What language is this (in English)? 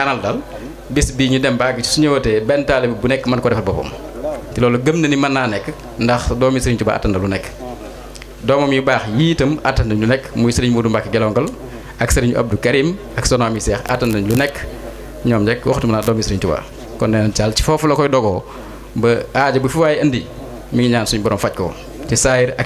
Wolof